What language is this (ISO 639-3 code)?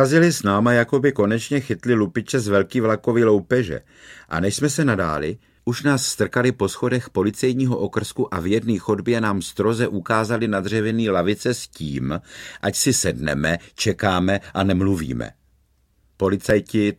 ces